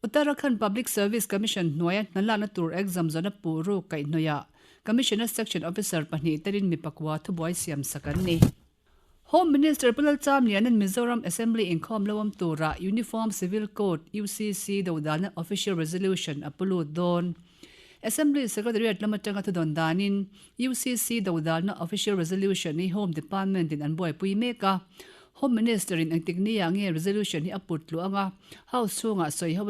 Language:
Mizo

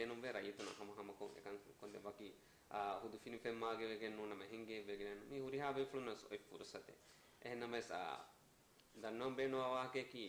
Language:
Divehi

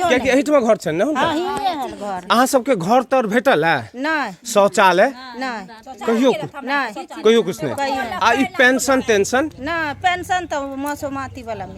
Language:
Maithili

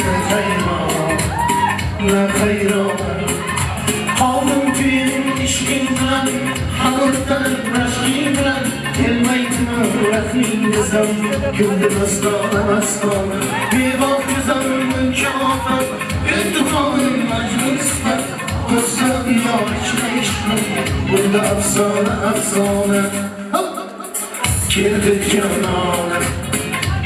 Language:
Kara-Kalpak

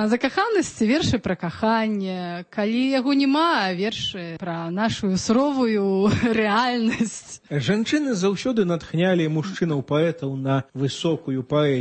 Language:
Belarusian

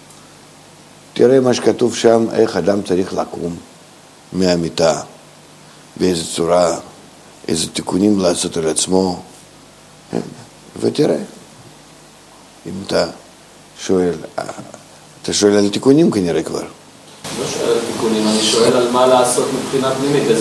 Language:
Hebrew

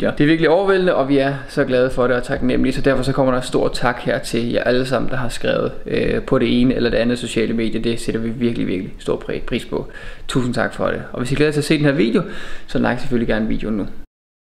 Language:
Danish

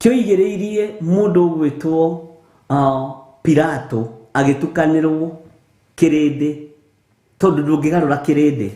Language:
Kikuyu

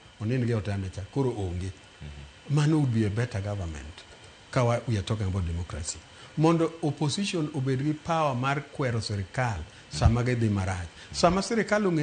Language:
Luo (Kenya and Tanzania)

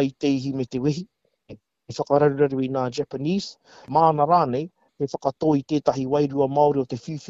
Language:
Māori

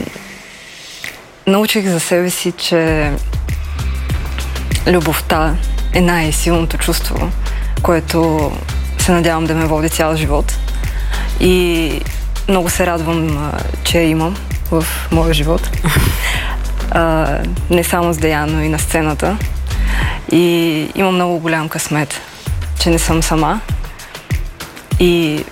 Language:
Bulgarian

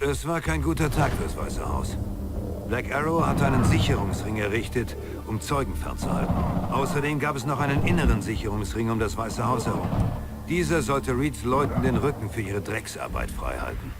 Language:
Bavarian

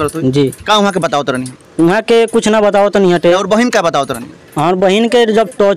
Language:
Bhojpuri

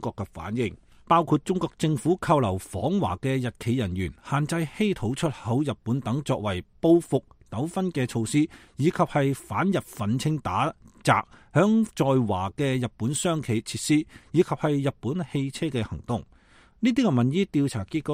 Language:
Cantonese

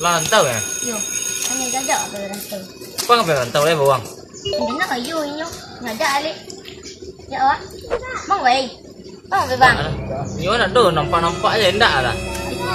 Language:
Minangkabau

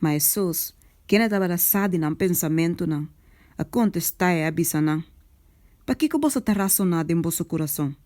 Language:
Papiamento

